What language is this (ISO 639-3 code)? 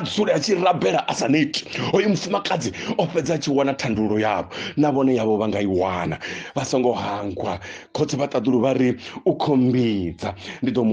ven